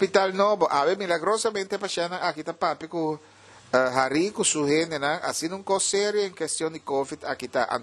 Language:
Papiamento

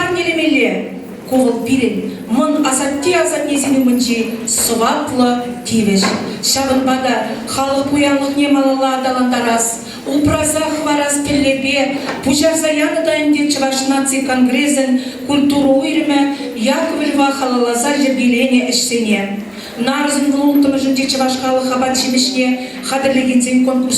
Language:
Chuvash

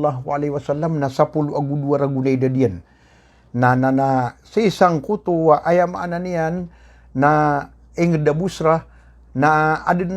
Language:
Maranao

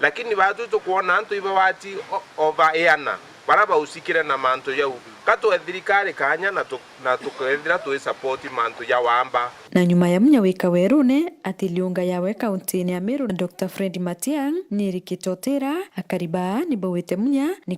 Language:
Meru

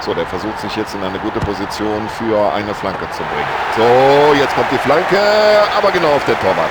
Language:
Bavarian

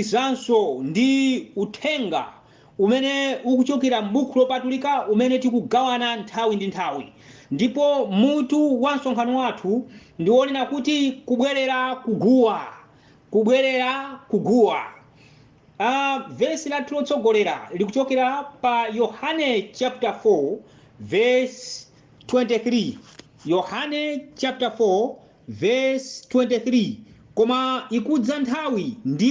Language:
Nyanja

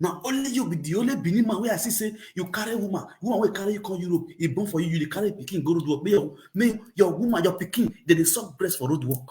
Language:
Nigerian Pidgin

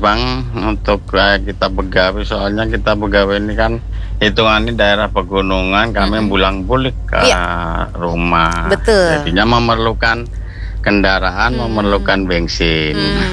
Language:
Banjar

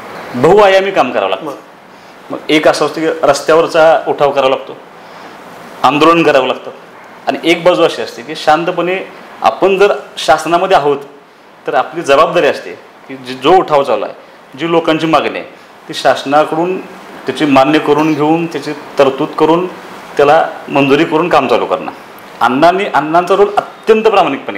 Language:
Marathi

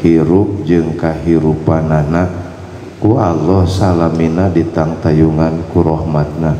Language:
Sundanese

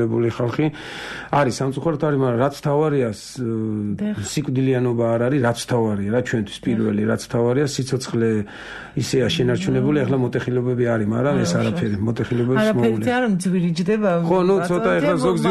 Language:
Georgian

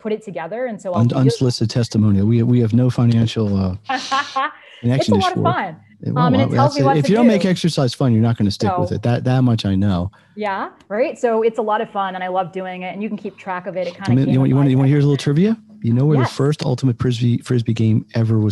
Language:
English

